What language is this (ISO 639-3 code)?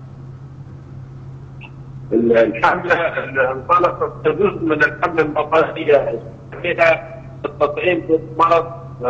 ara